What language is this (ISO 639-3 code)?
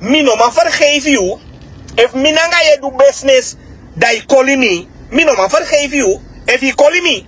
srn